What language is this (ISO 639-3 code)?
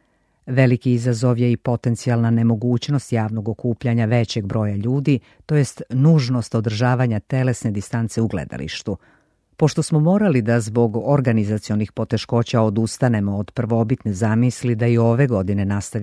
srp